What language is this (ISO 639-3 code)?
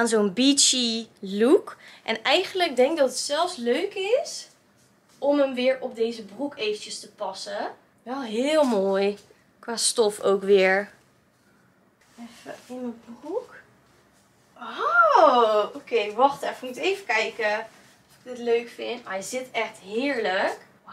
nld